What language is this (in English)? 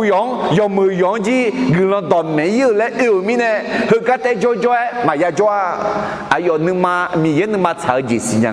Akha